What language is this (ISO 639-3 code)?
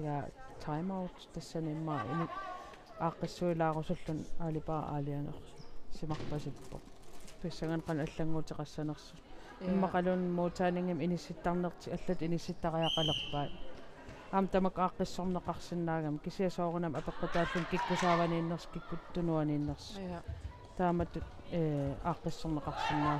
kal